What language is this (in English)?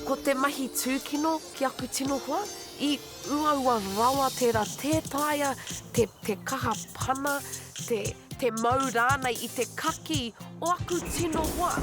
Māori